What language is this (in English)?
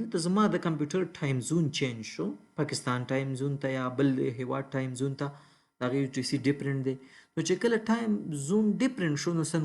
Pashto